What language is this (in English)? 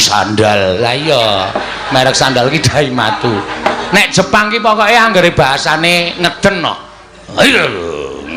Javanese